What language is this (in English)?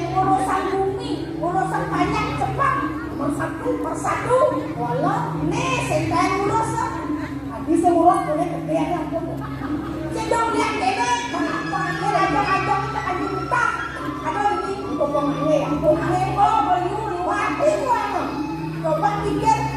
Balinese